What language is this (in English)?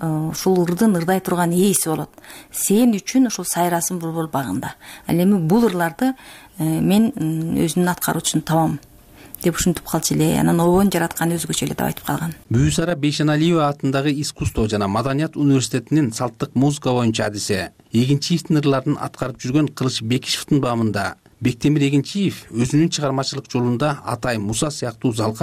Kyrgyz